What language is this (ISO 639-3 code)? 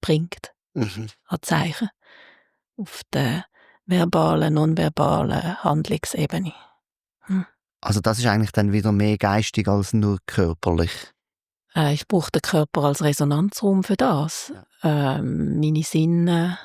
gsw